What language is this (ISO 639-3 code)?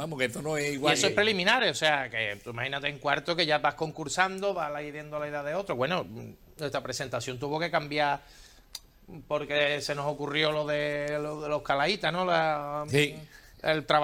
spa